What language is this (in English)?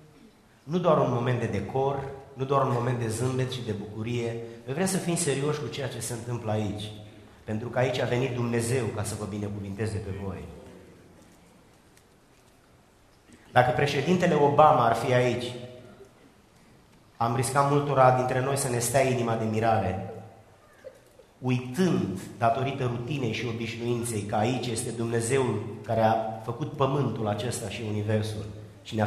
Romanian